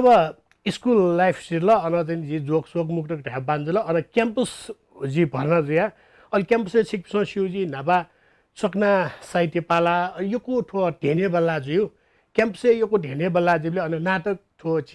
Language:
Newari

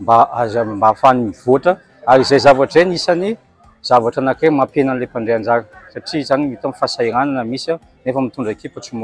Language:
Malagasy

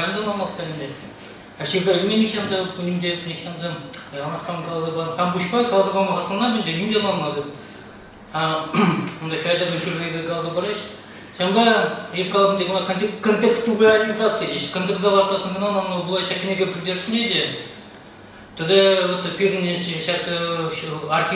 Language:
Chuvash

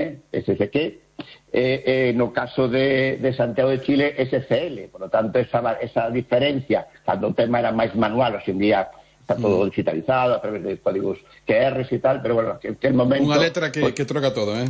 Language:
Galician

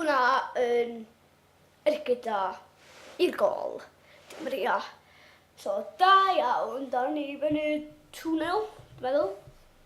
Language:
Welsh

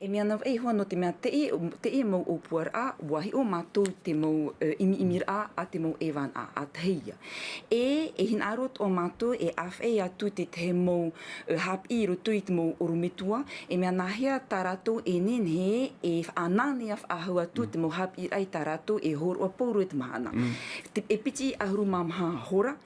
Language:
Tahitian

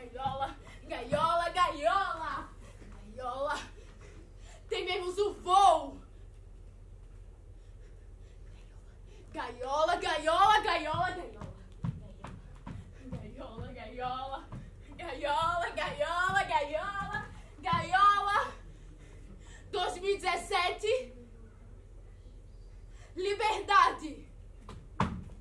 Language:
Portuguese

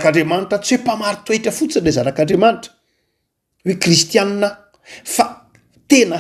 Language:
Malagasy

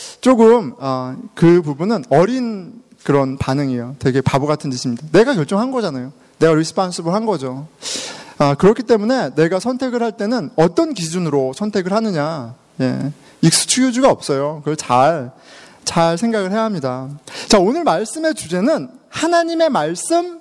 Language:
Korean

